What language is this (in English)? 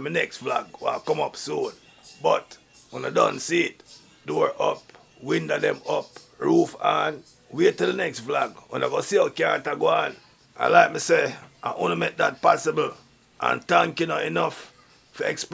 Jamaican Creole English